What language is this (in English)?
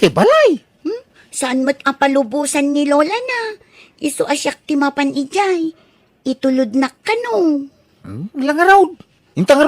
Iloko